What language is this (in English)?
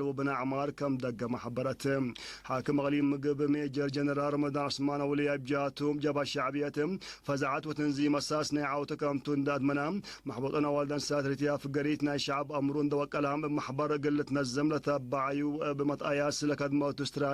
Tigre